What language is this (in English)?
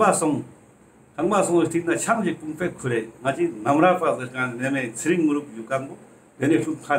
Ladakhi